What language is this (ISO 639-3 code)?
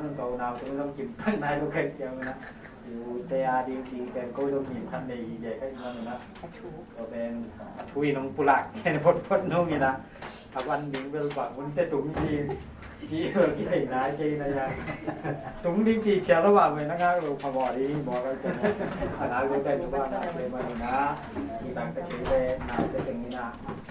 ctd